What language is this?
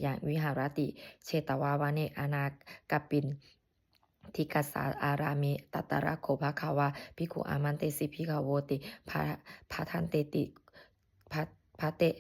Pali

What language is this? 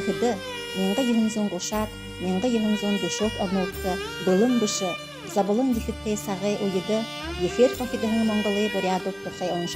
Buriat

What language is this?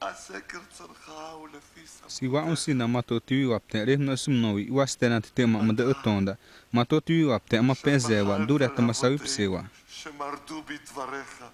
Xavánte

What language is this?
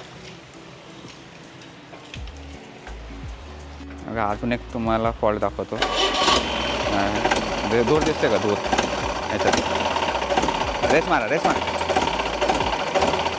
Marathi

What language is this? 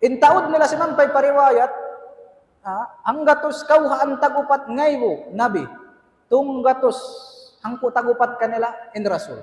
Tausug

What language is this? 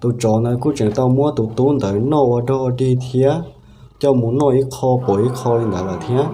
Hmong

